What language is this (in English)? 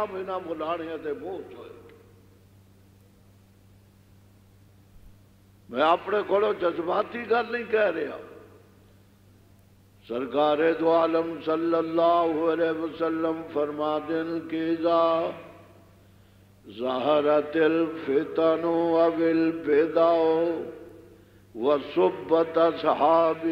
Western Panjabi